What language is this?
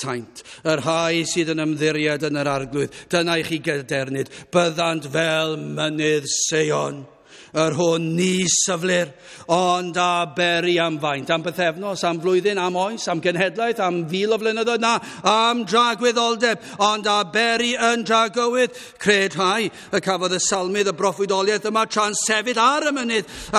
Welsh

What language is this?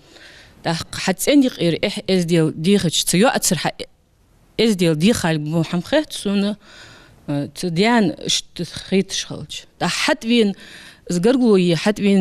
Ingush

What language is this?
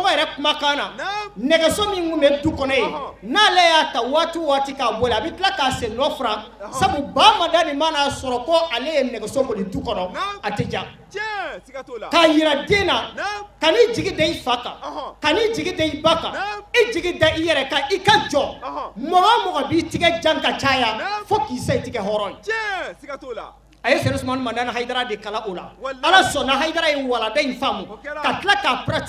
Bambara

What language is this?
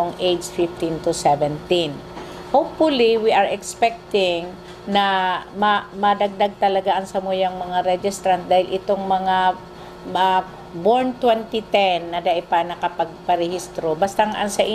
Bikol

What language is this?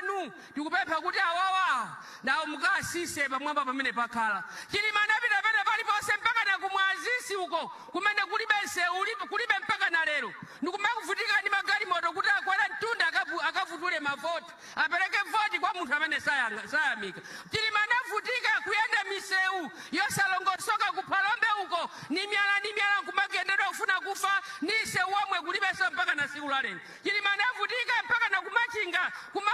Nyanja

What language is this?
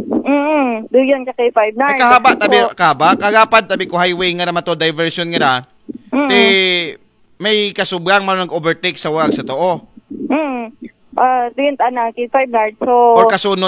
Aklanon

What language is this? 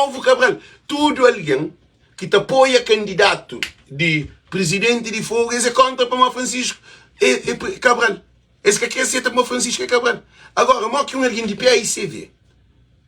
Kabuverdianu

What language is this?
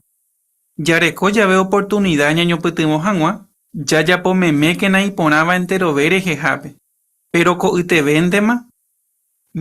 Guarani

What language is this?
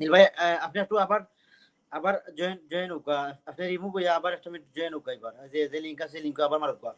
Sylheti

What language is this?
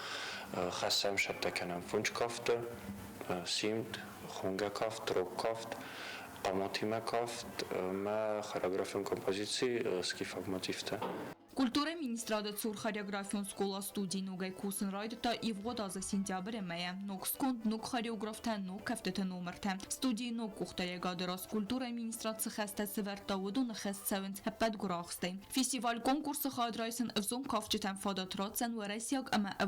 Ossetic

